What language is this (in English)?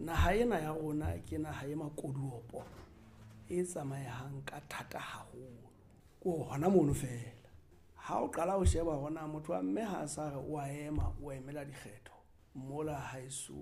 Southern Sotho